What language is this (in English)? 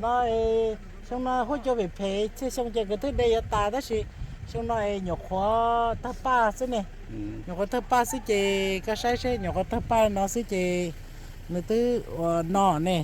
Hmong